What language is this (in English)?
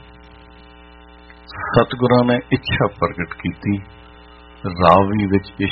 Punjabi